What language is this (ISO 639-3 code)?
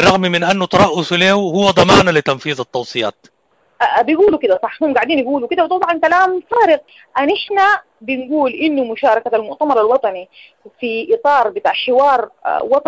apd